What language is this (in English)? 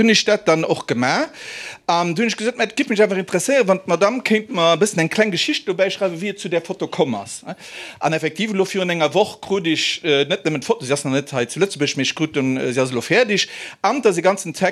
Luxembourgish